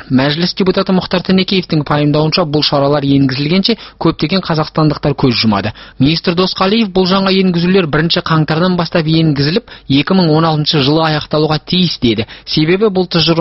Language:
Kazakh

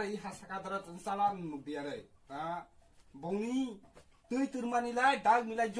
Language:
Kok Borok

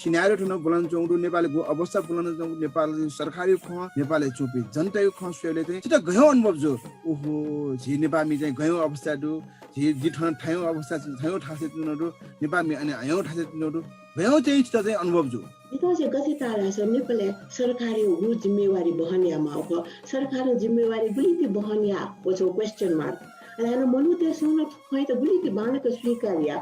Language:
Newari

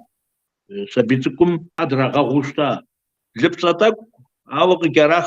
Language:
Kabardian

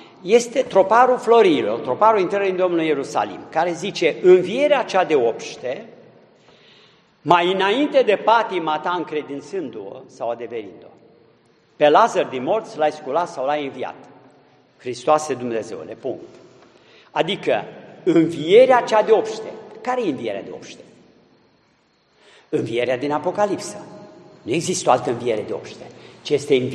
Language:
Romanian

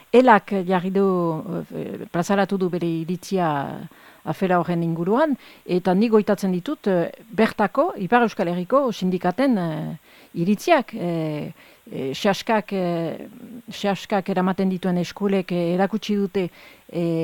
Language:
Basque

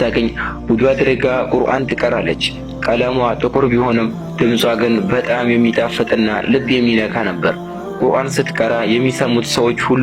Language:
Amharic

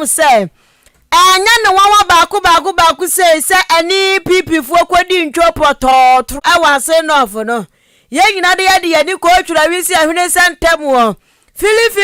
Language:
Akan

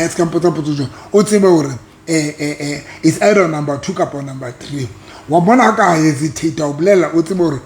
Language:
Southern Sotho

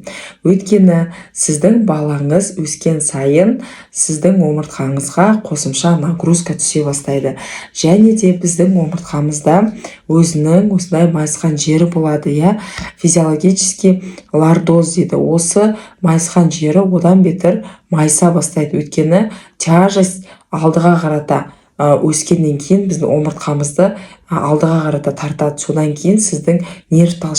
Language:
Kazakh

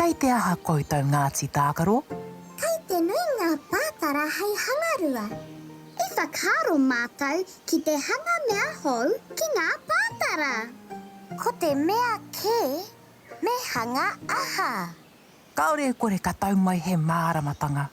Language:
Māori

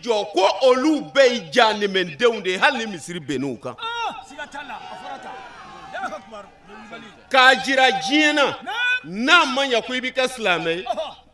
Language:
Bambara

